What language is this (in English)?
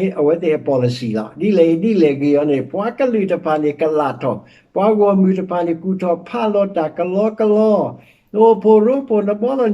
S'gaw Karen